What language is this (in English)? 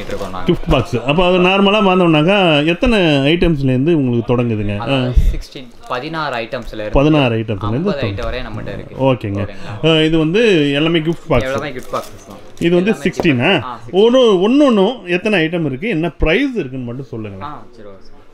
Tamil